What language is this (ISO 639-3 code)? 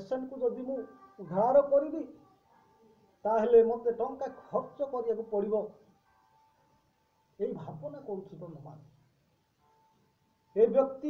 ori